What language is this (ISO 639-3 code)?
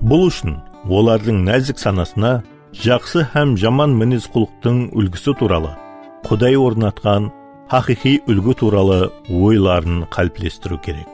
kaa